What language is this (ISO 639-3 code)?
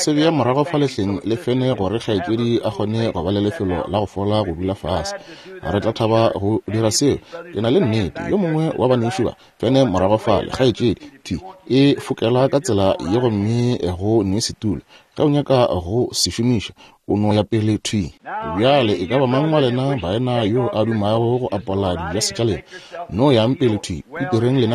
nso